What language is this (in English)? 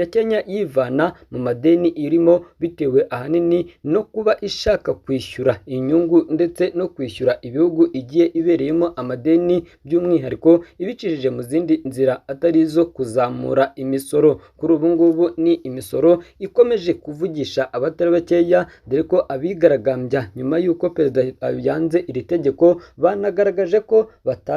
Kinyarwanda